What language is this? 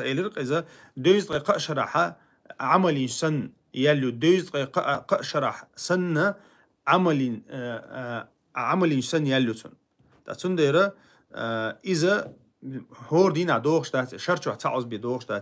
Chechen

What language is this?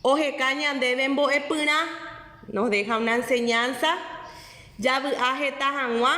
Guarani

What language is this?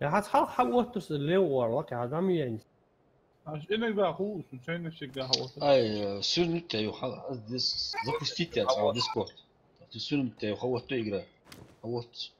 Ingush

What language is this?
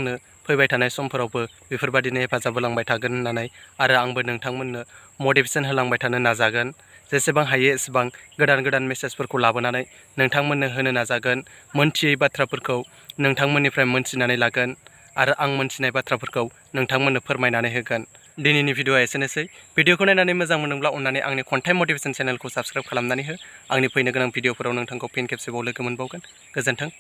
Bodo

